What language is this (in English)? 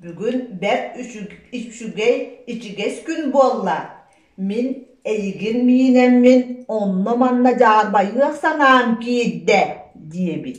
Yakut